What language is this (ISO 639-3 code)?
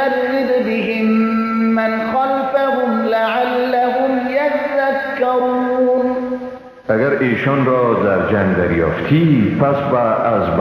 fas